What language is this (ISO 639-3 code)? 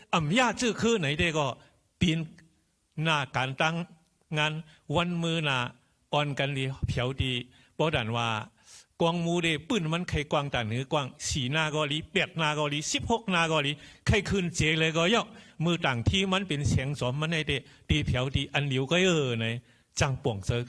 shn